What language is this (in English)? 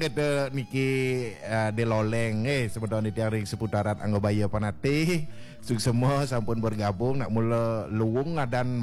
Balinese